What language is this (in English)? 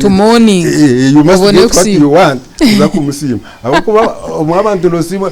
Nyankole